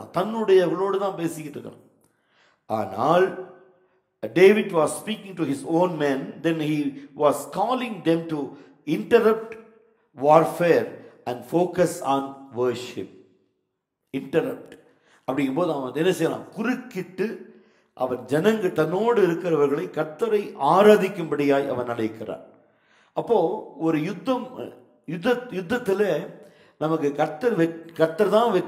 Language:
Tamil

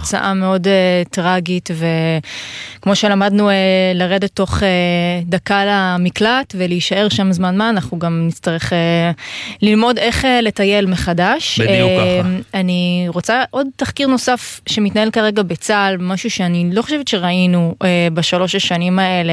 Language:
Hebrew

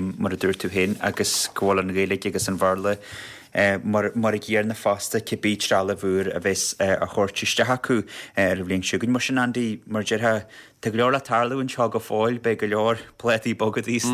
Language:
Irish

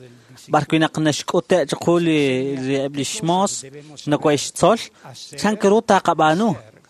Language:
Kekchí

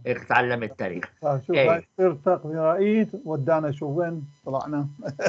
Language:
North Levantine Arabic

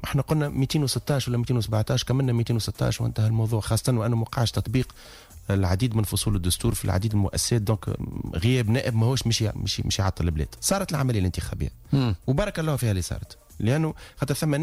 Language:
Tunisian Arabic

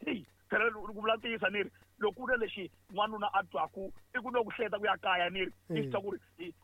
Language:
Tsonga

